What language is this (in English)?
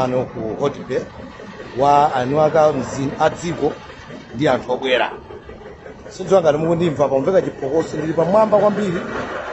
Nyanja